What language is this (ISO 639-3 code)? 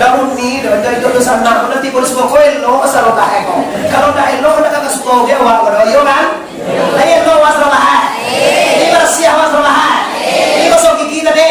min